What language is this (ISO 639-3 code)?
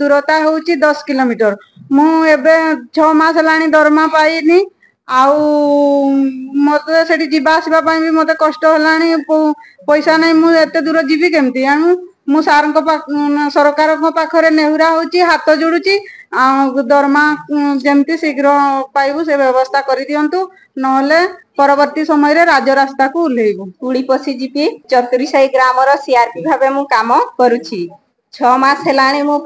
ori